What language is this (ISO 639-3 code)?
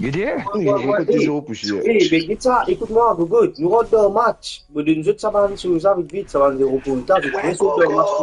mfe